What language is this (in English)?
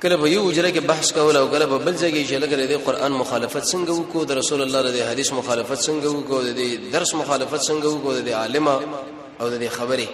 Pashto